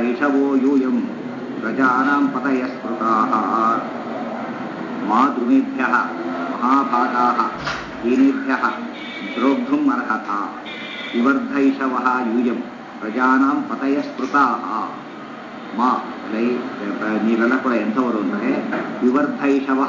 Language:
Kannada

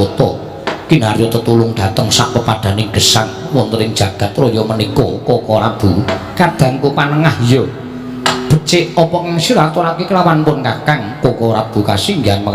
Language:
Javanese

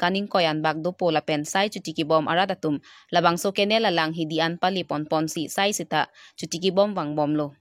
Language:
Karbi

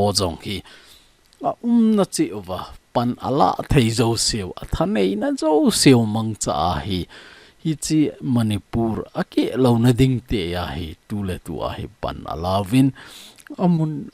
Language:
Thado Chin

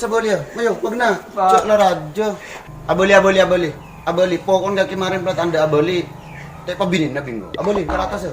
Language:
Madurese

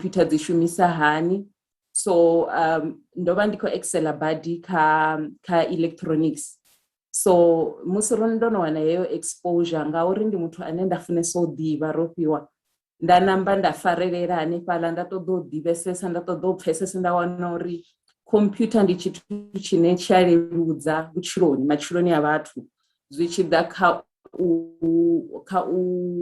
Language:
Venda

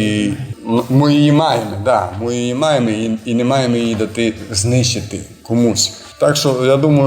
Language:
Rusyn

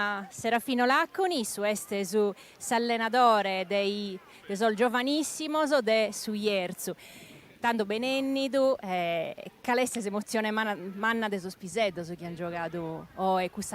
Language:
Sardinian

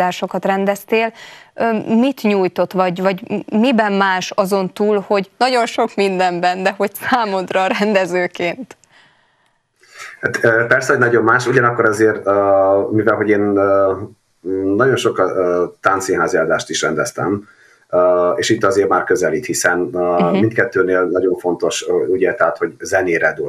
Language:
Hungarian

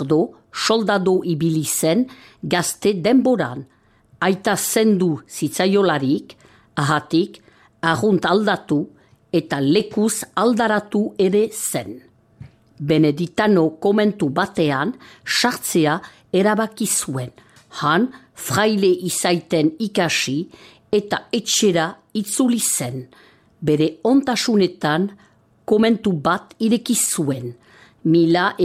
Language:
Basque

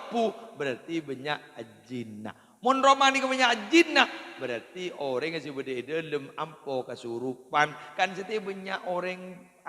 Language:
Madurese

